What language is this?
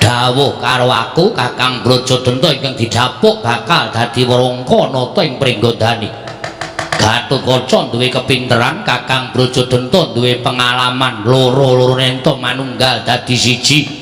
Javanese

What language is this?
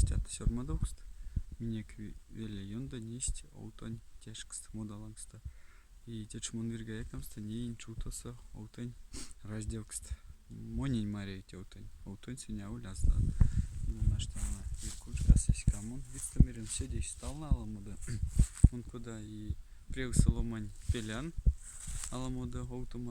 Erzya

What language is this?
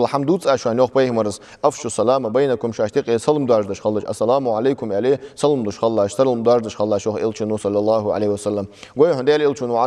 Ingush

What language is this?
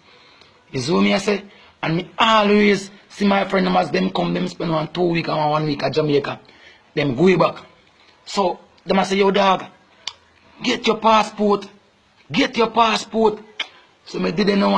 Jamaican Creole English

